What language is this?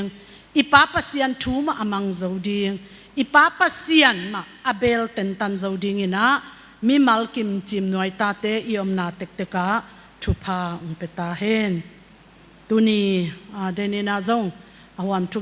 Tedim Chin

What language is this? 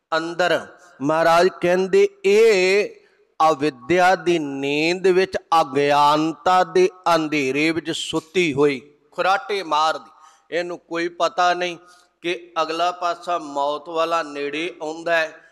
Punjabi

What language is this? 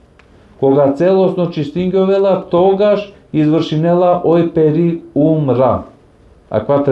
Balkan Romani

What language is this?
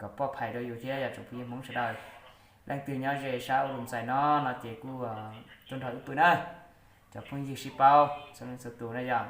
Hmong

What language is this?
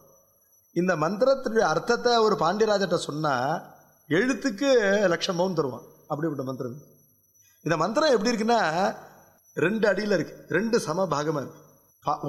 Tamil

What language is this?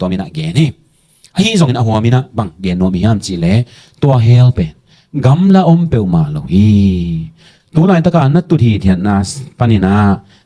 Tedim Chin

